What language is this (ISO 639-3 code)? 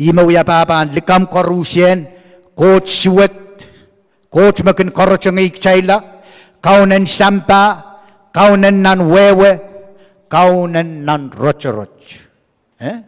pon